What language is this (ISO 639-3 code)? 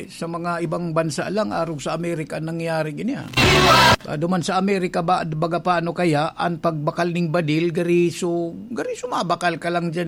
bik